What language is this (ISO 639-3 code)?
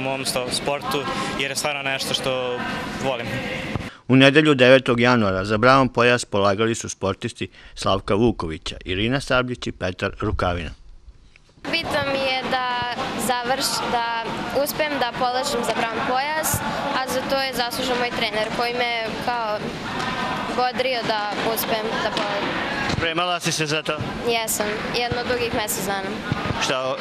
srp